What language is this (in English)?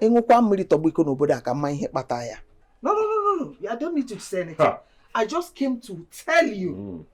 Nigerian Pidgin